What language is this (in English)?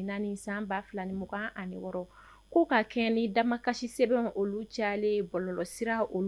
Bambara